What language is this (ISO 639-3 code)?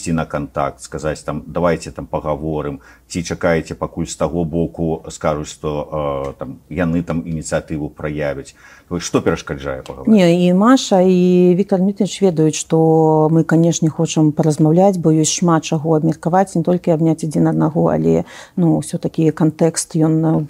bel